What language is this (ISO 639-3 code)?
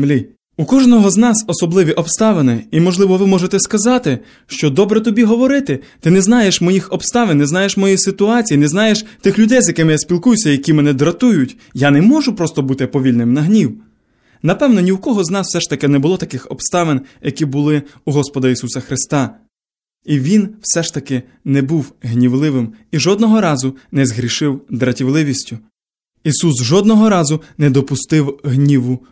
ukr